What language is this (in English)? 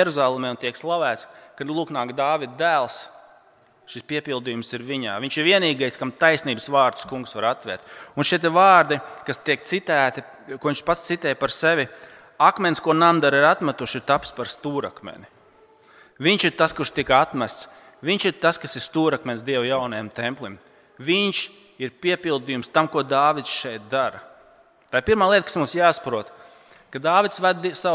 Latvian